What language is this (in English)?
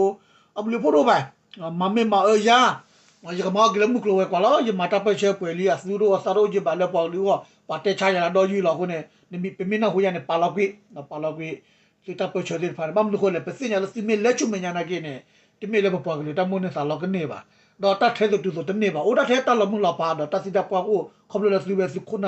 S'gaw Karen